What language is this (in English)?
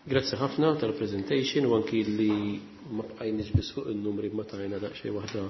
Maltese